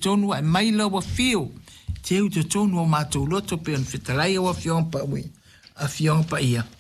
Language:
Samoan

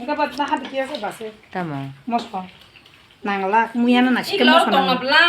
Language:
Kok Borok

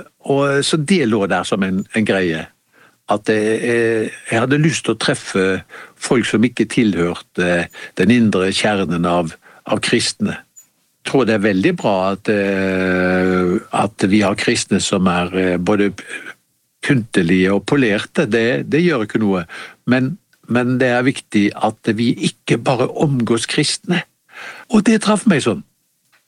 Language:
Norwegian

